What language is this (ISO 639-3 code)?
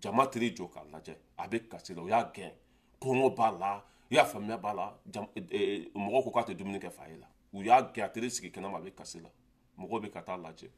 bam